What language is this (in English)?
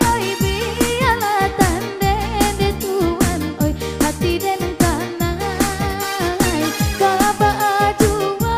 Minangkabau